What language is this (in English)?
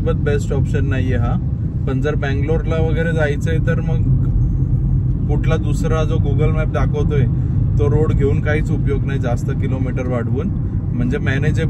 Marathi